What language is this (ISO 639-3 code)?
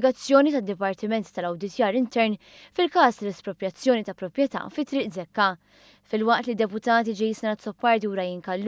mlt